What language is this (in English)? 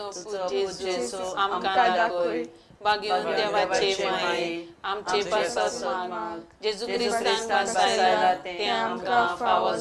Konkani